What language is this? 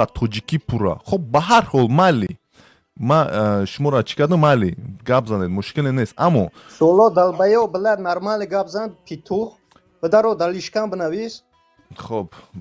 Tajik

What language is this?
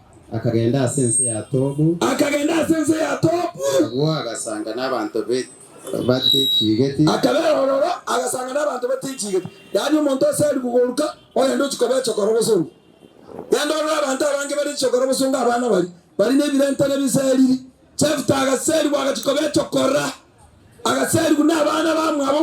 Gusii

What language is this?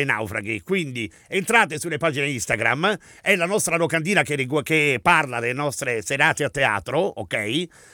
Italian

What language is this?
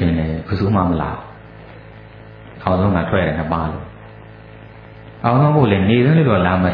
Burmese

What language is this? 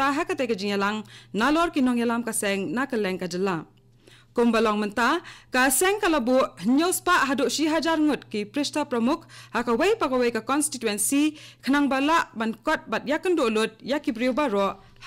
Khasi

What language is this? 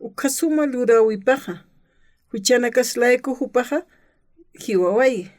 Aymara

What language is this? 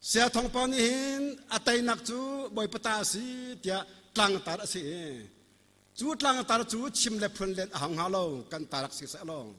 Hakha Chin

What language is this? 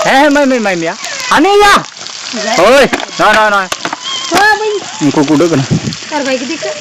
Santali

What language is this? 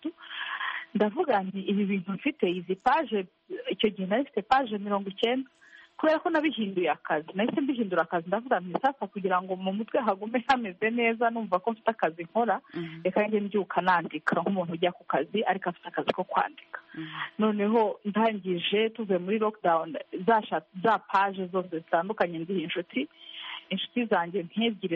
Kinyarwanda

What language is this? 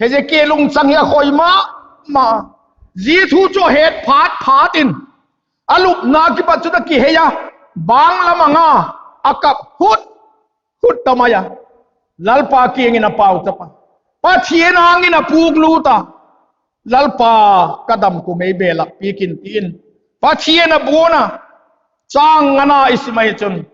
Vaiphei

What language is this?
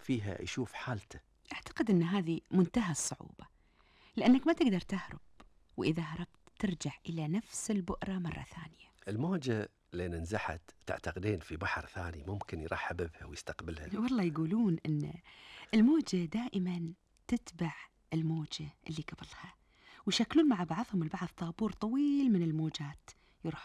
Gulf Arabic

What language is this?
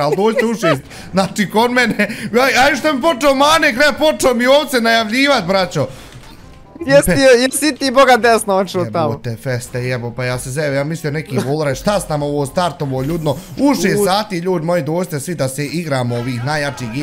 Bosnian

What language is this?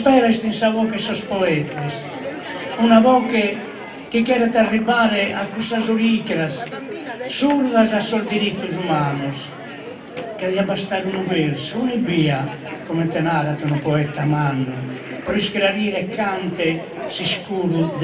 Sardinian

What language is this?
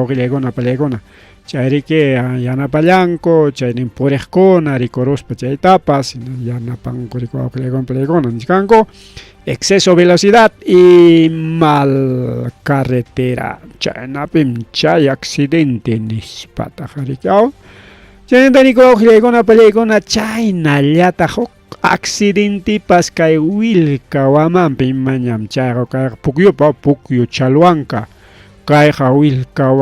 Ayacucho Quechua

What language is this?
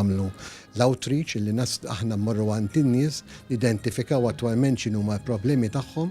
Maltese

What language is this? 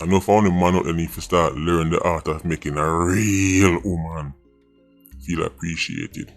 Jamaican Creole English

